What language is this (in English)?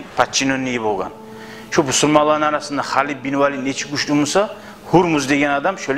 Kumyk